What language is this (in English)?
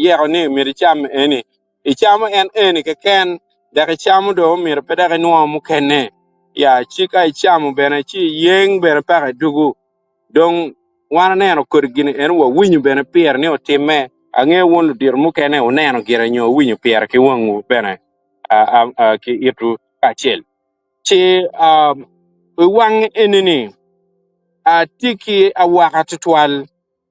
Acoli